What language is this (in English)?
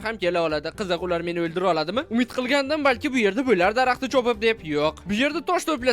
Uzbek